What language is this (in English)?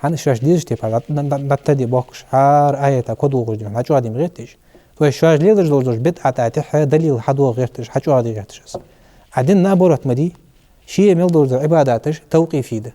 Ingush